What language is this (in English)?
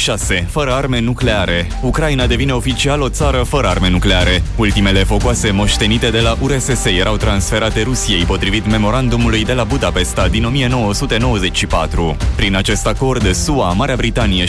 Romanian